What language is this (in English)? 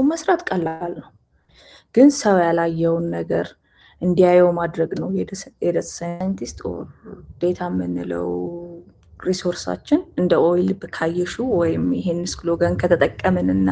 Amharic